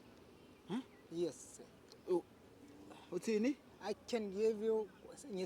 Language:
Zulu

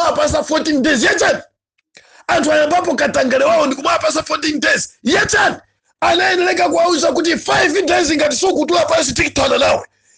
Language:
Nyanja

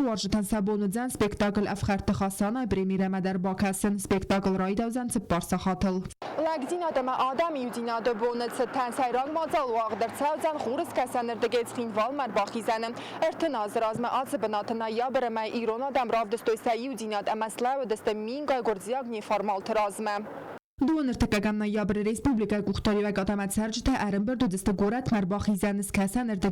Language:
Ossetic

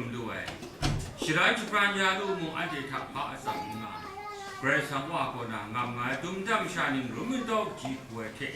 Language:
Kachin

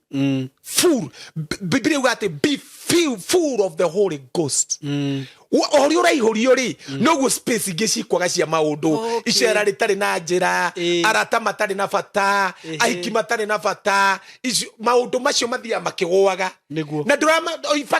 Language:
Kikuyu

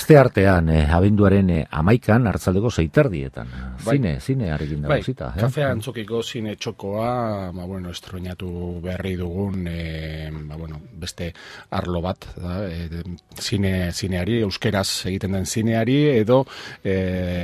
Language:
Basque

